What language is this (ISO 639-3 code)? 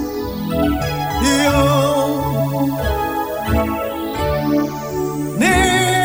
swa